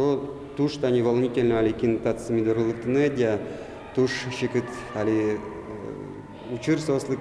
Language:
Udmurt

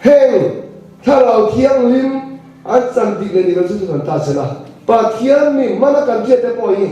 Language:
Mizo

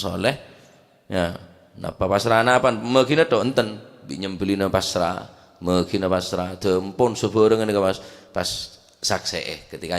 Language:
Madurese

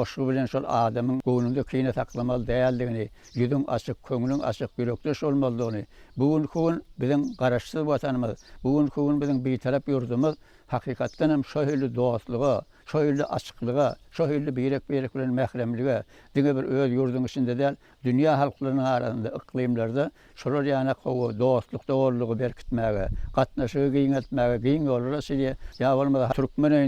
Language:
Turkmen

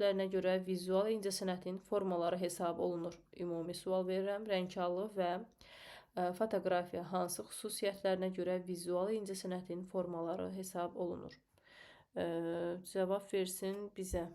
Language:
Azerbaijani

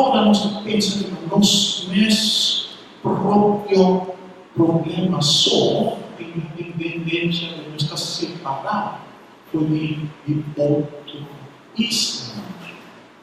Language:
Papiamento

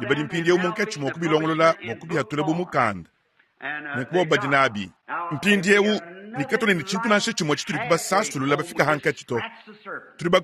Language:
Luba-Lulua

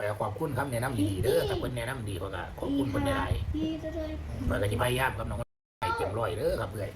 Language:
Northeastern Thai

